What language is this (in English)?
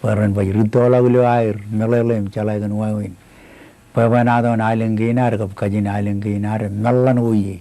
Marshallese